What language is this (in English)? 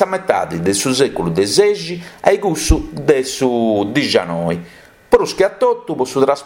Sardinian